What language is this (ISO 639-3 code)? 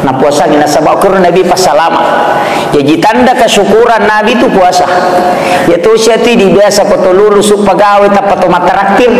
bug